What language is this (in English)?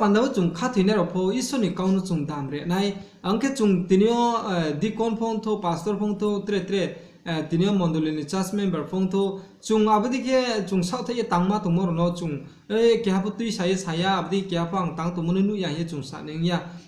Riang (India)